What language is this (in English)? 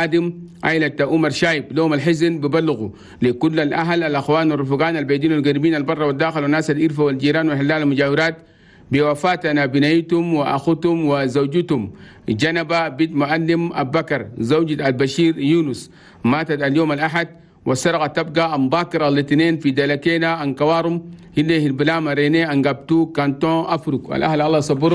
Chadian Arabic